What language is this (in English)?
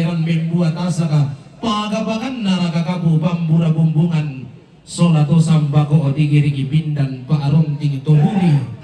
Toraja-Sa'dan